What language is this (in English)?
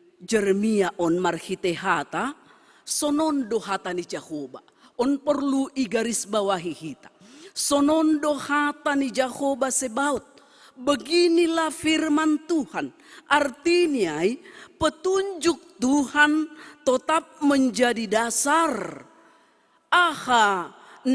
Batak Simalungun